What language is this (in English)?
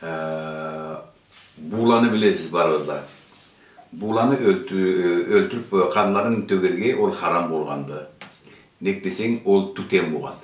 Karachay-Balkar